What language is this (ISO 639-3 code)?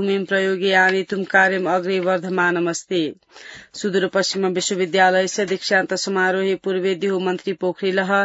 san